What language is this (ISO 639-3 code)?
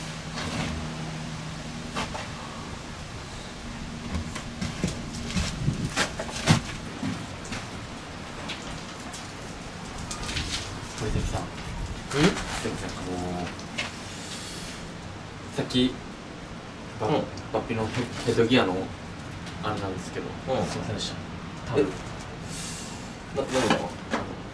jpn